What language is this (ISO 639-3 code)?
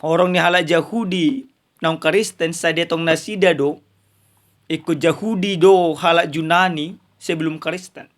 bbc